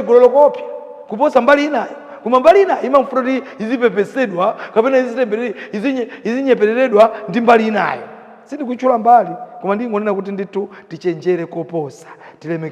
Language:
Nyanja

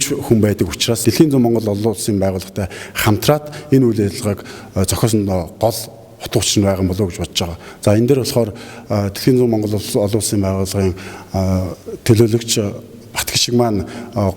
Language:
Mongolian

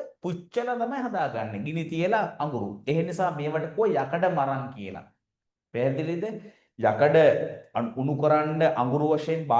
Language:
Sinhala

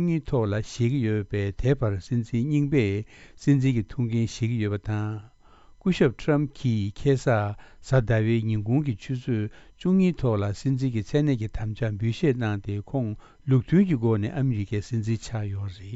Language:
Tibetan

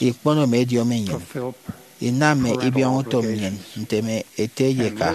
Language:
Efik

